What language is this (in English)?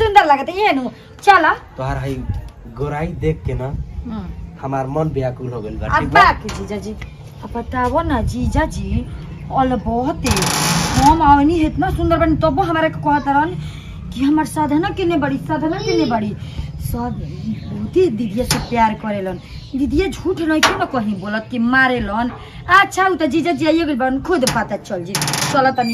Bhojpuri